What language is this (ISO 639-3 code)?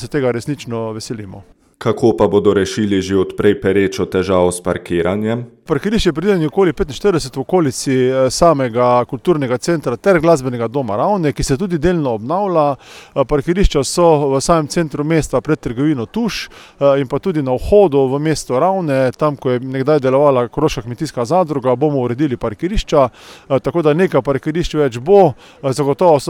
slv